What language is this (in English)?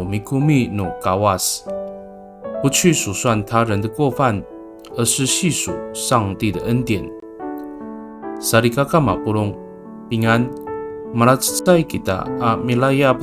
Amis